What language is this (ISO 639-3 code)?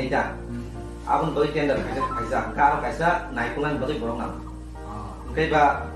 trp